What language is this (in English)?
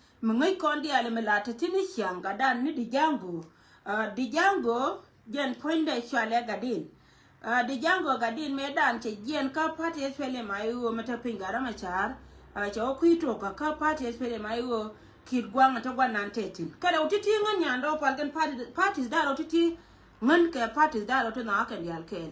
Nuer